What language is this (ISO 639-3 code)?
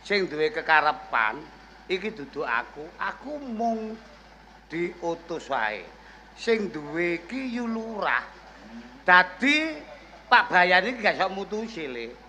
jav